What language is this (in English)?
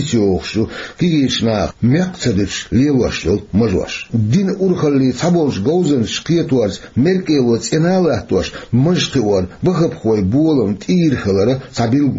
Chechen